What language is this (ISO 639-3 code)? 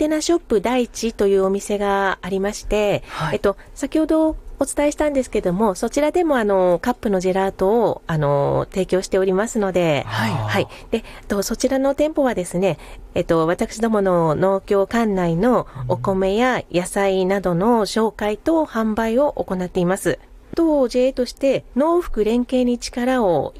jpn